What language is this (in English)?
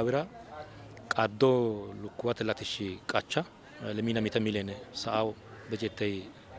Sidamo